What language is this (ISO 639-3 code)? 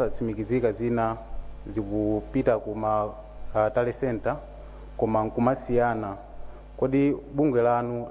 nya